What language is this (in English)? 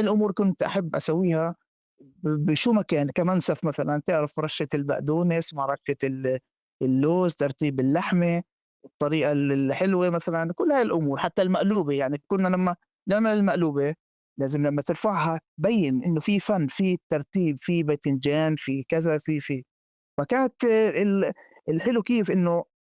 North Levantine Arabic